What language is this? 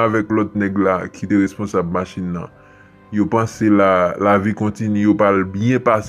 Haitian Creole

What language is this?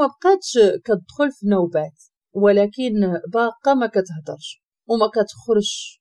Moroccan Arabic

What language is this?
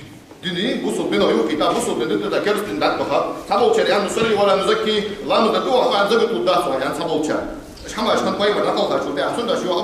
Ingush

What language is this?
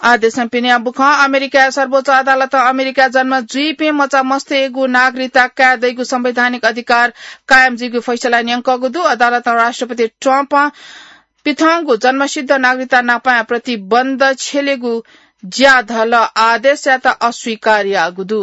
Newari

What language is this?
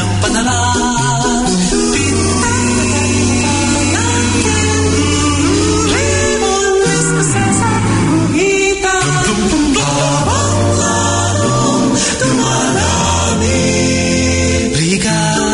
Filipino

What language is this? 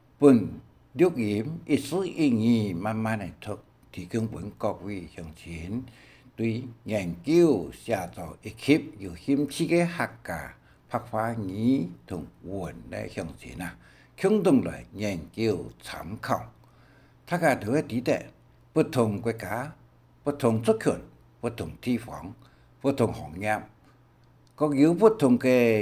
Hakka Chinese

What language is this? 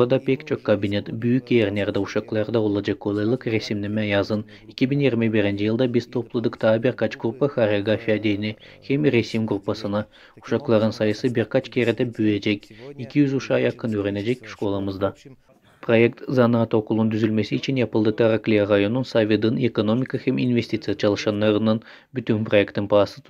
Gagauz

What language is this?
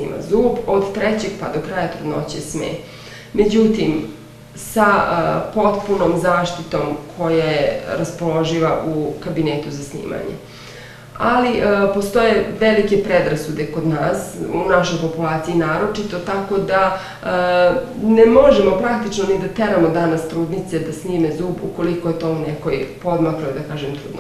Serbian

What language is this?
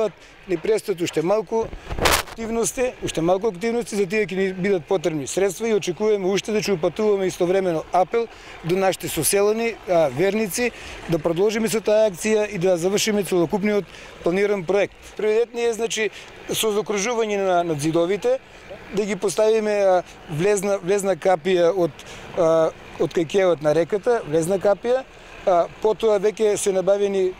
Macedonian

